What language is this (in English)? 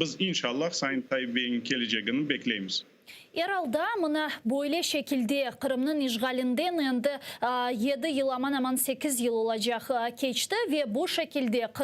Crimean Tatar